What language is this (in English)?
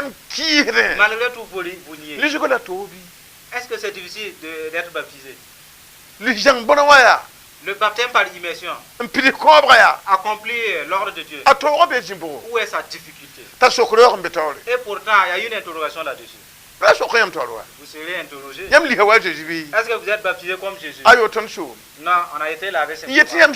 Mossi